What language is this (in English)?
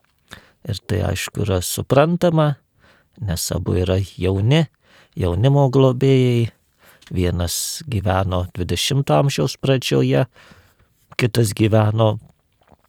Lithuanian